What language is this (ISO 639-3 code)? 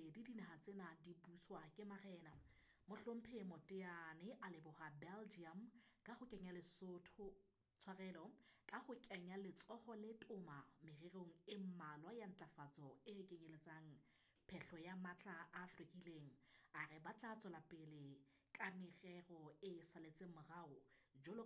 sot